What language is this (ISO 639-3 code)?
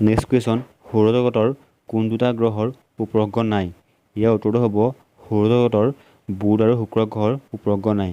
asm